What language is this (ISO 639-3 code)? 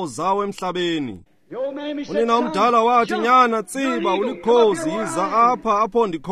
xho